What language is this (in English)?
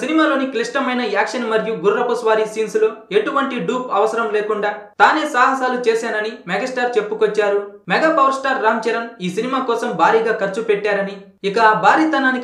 Telugu